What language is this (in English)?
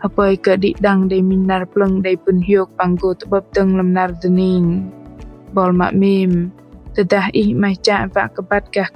Bahnar